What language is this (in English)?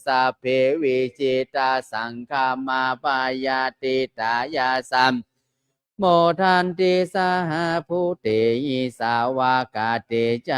Pali